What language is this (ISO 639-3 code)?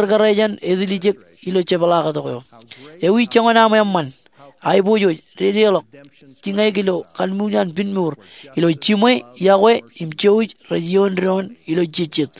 mah